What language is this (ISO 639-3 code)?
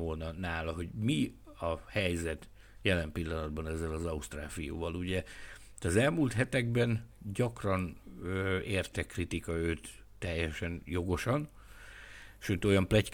hun